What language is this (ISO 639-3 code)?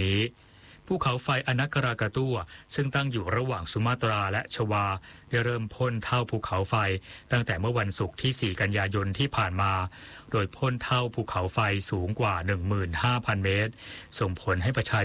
tha